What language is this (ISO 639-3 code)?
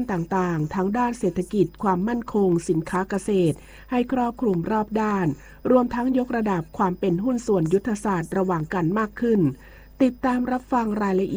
tha